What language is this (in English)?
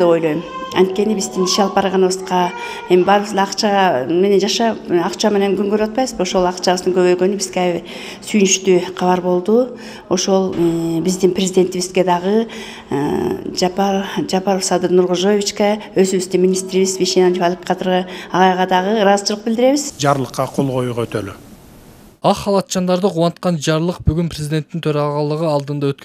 Kyrgyz